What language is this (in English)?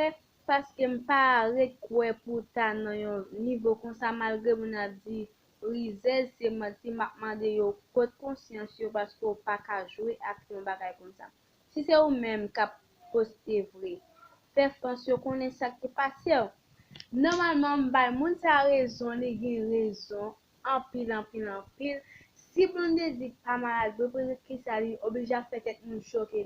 Haitian Creole